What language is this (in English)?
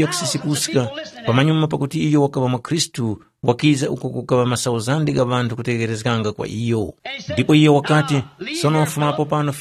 Tumbuka